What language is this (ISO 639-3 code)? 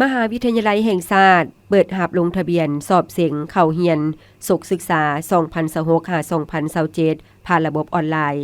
lao